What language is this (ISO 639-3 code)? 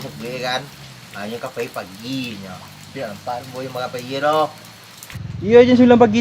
min